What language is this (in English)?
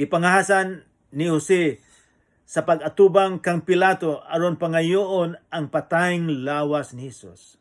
Cebuano